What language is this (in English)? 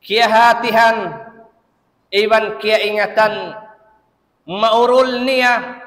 Tausug